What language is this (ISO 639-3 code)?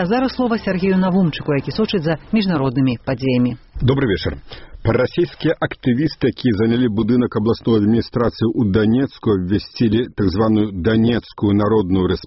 bel